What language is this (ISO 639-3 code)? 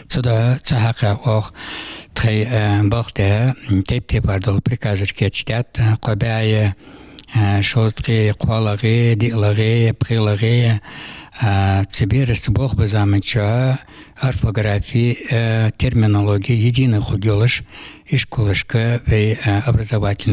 inh